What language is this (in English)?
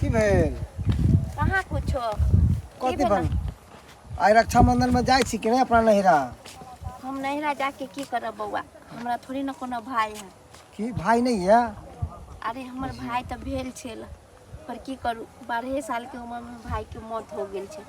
Maithili